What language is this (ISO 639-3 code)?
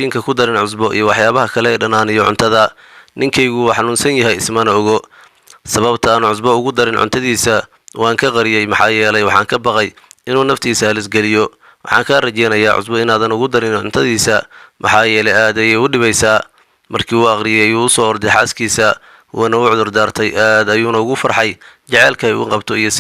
som